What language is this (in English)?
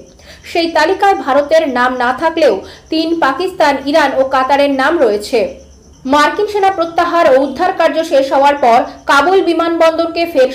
Bangla